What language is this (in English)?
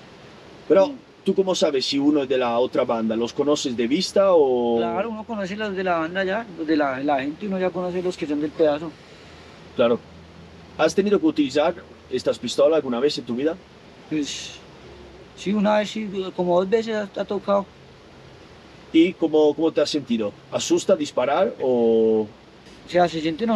Spanish